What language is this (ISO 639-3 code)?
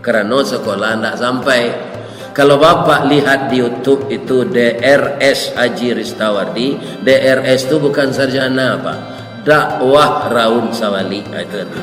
min